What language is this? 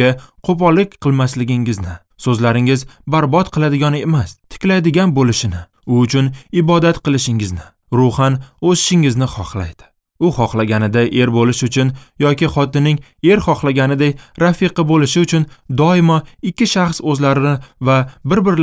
Uzbek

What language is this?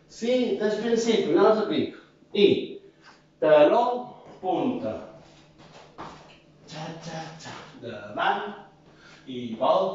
Catalan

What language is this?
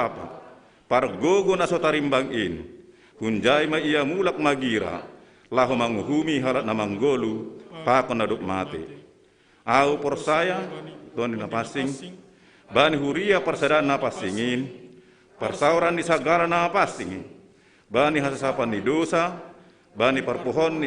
Batak Simalungun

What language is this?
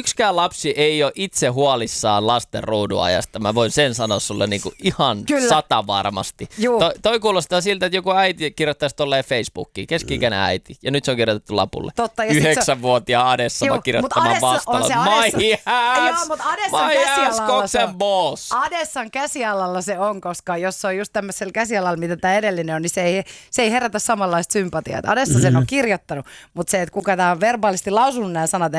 Finnish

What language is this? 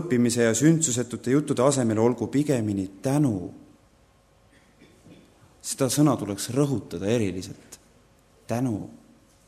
Estonian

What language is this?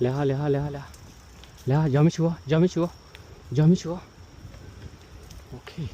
S'gaw Karen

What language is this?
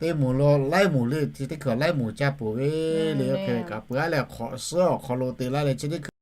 Lahu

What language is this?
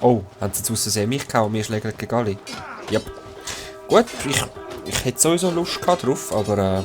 Swiss German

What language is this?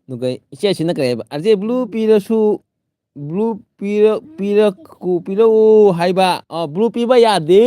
Manipuri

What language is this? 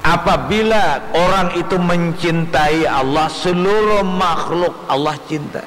Banjar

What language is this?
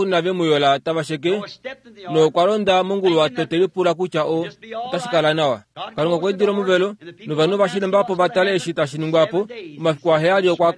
Kuanyama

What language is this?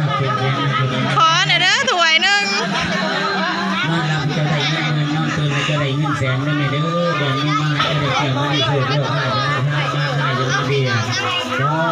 Lao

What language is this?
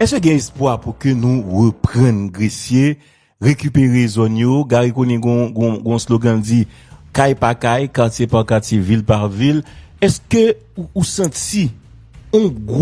Haitian Creole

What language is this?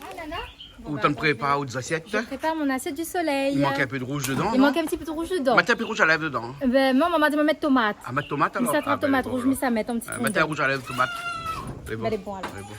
Réunion Creole French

